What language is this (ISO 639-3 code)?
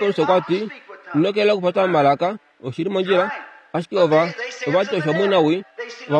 kua